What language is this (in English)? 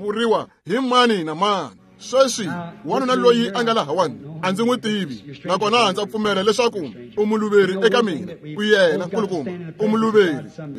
Tsonga